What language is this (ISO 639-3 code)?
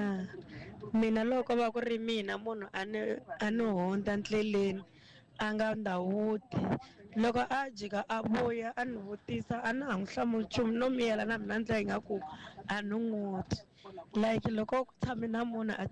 tso